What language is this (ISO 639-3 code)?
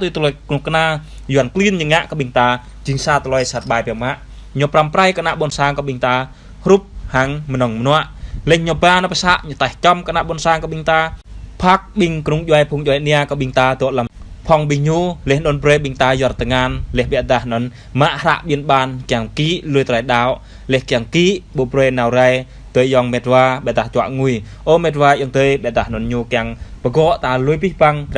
jra